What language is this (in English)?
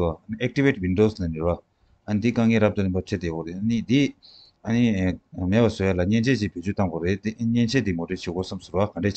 Tibetan